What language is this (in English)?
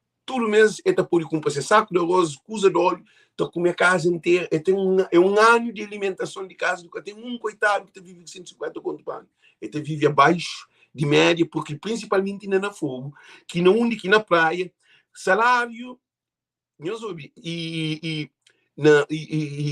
Kabuverdianu